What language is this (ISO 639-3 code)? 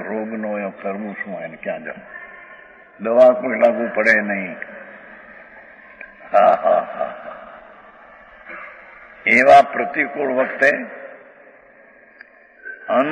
guj